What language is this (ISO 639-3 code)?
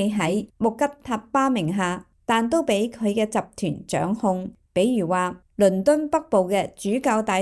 yue